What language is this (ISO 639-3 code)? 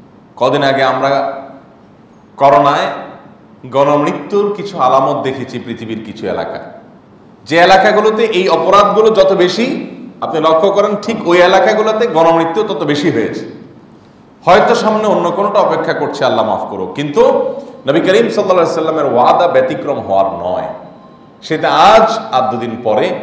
ben